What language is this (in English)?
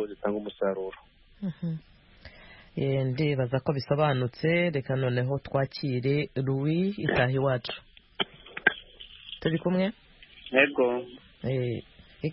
Kinyarwanda